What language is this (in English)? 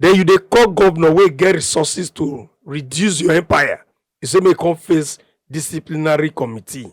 Nigerian Pidgin